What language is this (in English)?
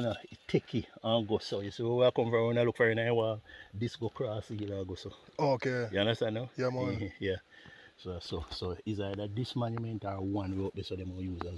Jamaican Creole English